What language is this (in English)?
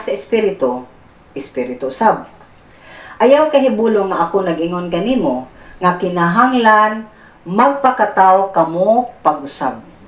Cebuano